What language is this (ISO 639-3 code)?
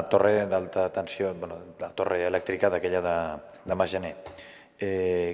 cat